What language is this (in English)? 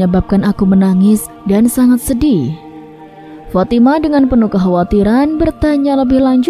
Indonesian